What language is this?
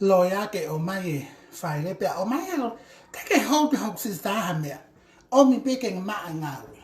Tongan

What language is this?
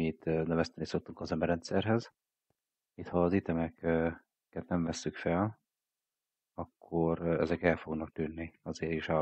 Hungarian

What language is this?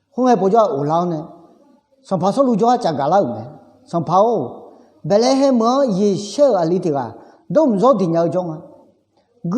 Akha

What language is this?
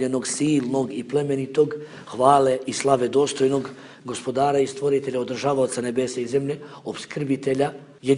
Bosnian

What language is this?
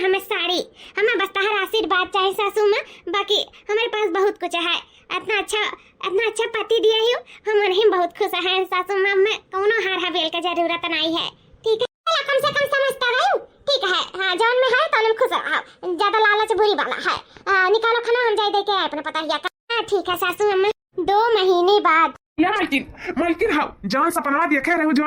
Awadhi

